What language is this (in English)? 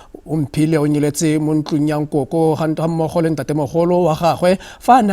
Tswana